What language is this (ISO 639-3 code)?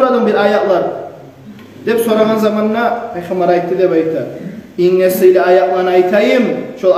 kum